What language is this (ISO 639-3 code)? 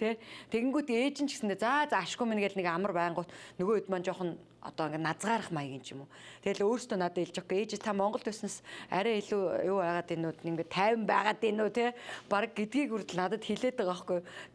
mon